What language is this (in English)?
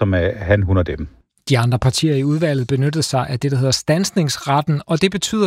Danish